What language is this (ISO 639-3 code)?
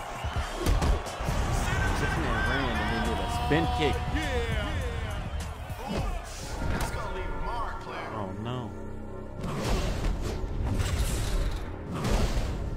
eng